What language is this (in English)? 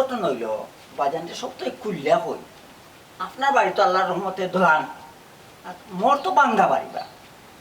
Sylheti